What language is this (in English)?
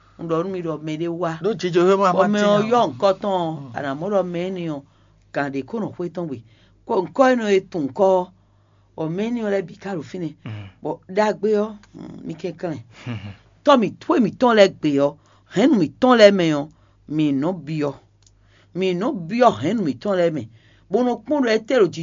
Fon